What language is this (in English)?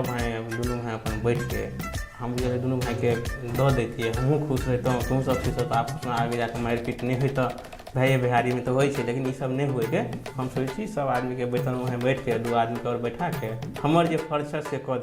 Maithili